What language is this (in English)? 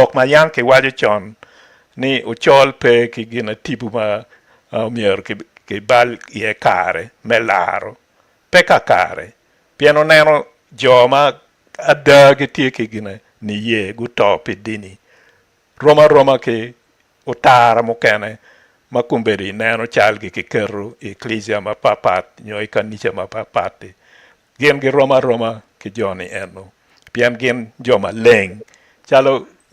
Acoli